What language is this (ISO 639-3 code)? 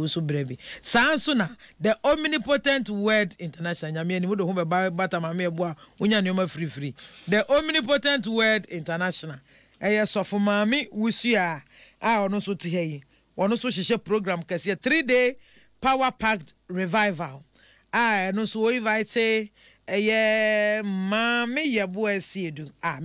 aka